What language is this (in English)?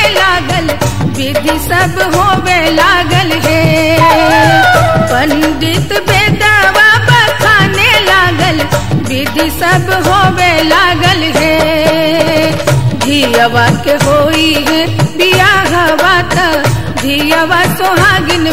Bhojpuri